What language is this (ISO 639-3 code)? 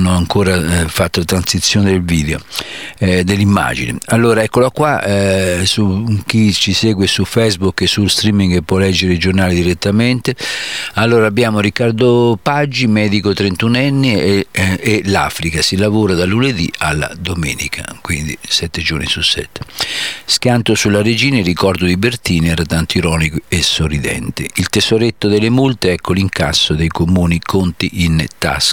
ita